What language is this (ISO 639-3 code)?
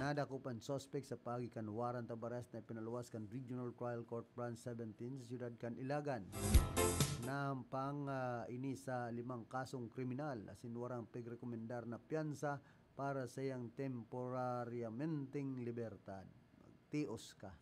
bik